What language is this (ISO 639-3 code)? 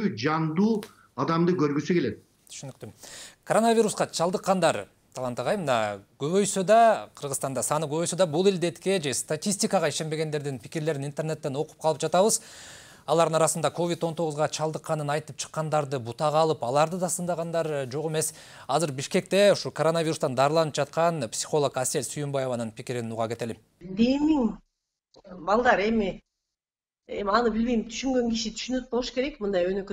kir